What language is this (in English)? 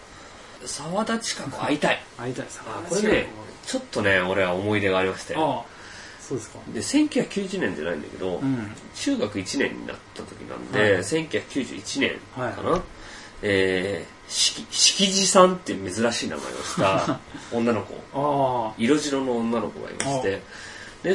Japanese